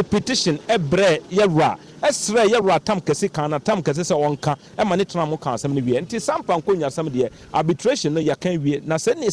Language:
Akan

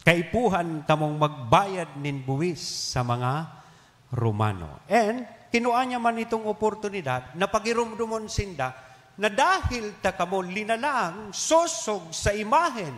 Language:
Bikol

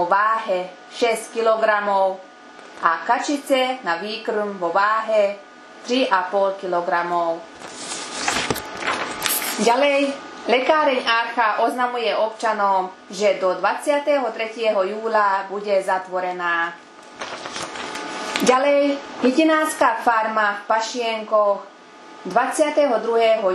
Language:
Slovak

